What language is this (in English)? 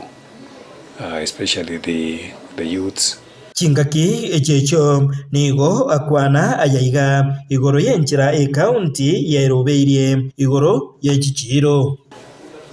Gusii